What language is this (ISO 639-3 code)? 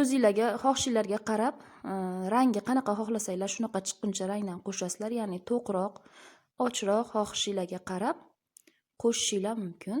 uzb